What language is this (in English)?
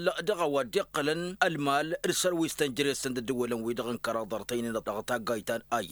Tamasheq